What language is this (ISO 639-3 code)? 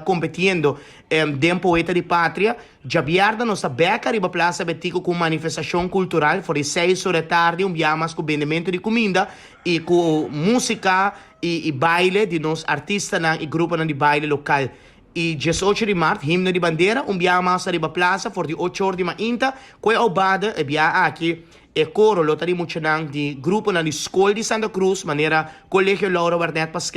pap